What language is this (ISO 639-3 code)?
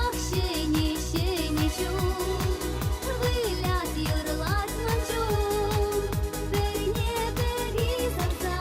chv